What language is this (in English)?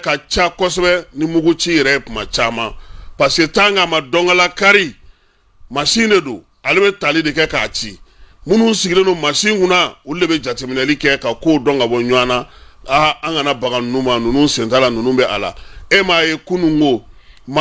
Bambara